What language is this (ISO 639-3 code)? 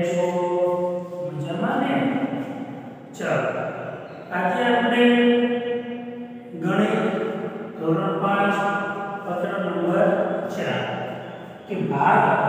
guj